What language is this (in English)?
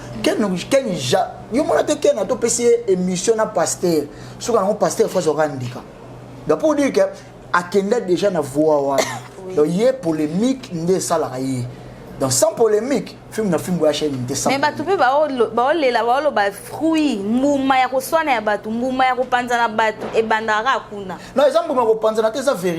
Lingala